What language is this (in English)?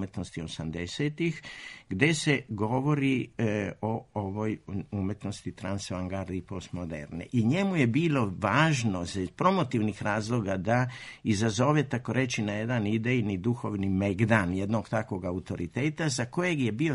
Serbian